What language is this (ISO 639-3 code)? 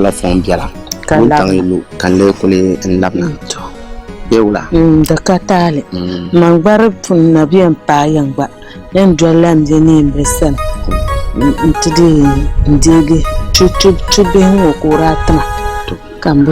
dag